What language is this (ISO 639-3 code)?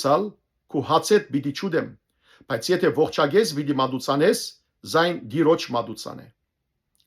hyw